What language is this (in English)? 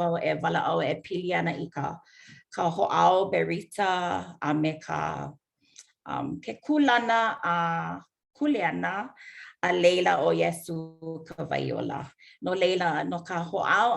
Hawaiian